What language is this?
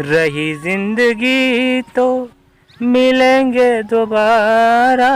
Rajasthani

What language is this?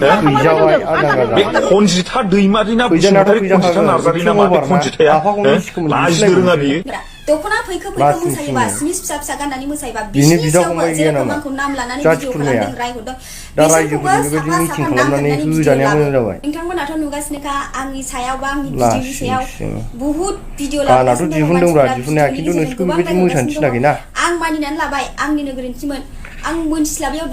Bodo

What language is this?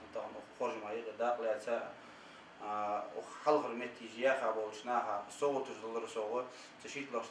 Ingush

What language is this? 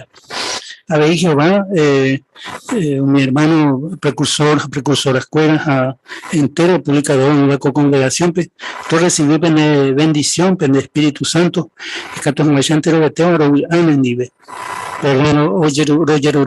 Guarani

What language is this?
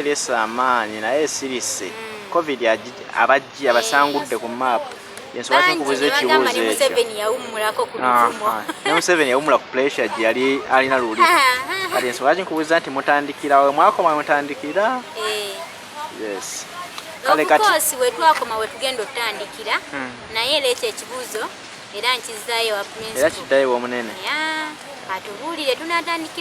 Ganda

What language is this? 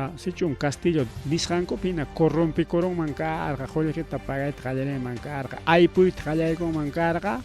Ayacucho Quechua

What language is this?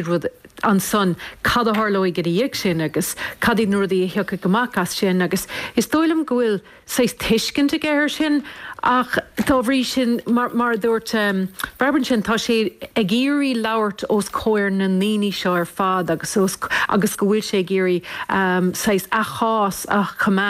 Irish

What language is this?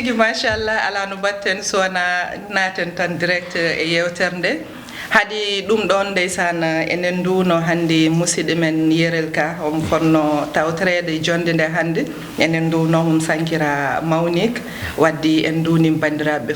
Fula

